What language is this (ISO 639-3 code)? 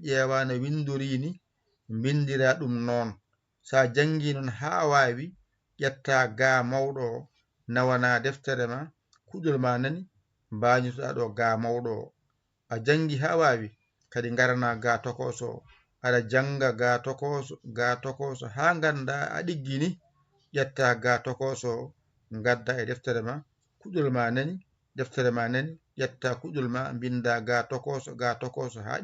ful